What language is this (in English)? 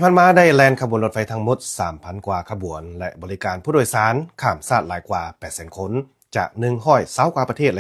Lao